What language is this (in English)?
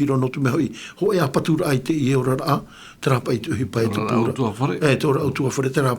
Tahitian